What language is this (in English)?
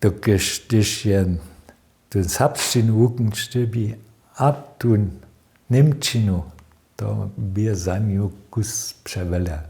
Upper Sorbian